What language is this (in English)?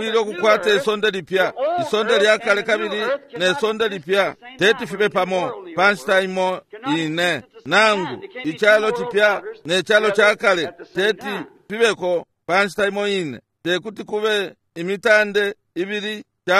Bemba